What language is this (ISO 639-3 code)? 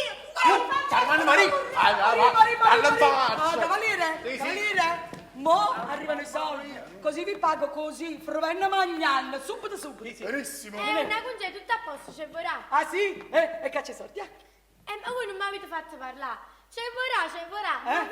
nap